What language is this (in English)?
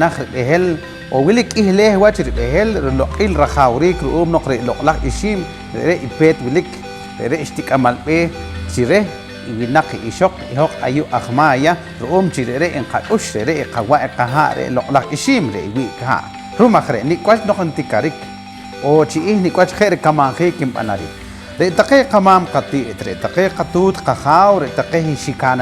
Poqomchi'